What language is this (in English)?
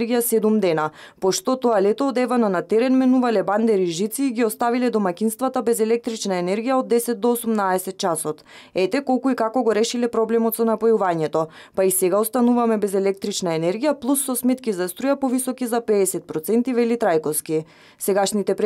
Macedonian